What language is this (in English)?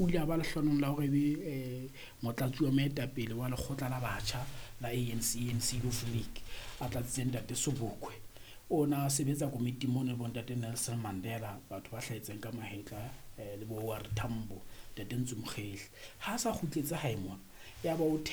Southern Sotho